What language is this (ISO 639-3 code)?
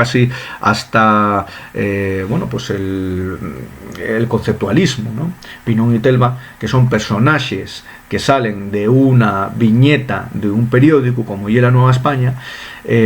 ast